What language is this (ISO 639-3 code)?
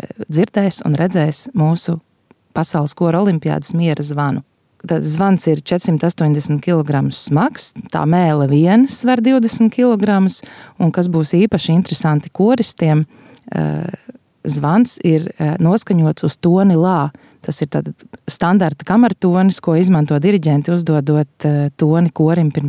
lav